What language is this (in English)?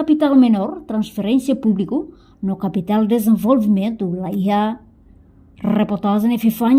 Tetum